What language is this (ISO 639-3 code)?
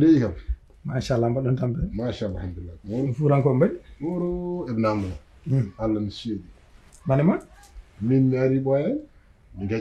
ful